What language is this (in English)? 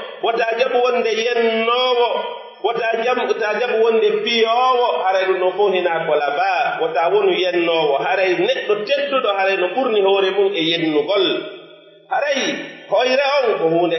Pular